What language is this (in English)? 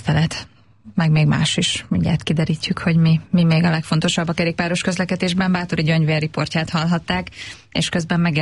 Hungarian